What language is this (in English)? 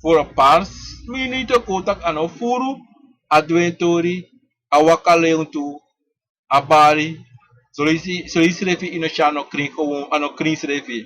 Sranan Tongo